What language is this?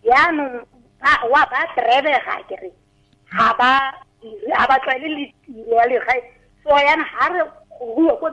Tswana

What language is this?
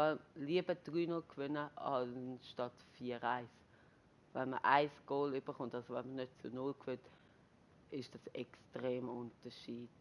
Swiss German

